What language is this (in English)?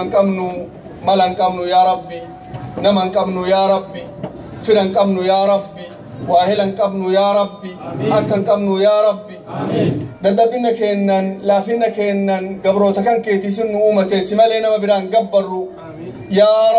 Oromo